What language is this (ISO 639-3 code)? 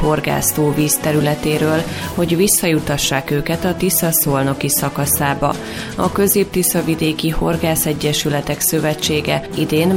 hun